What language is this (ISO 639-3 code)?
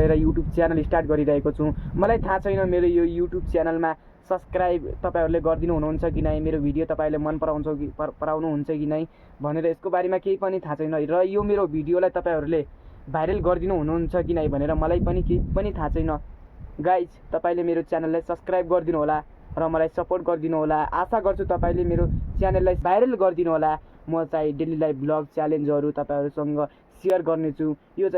nep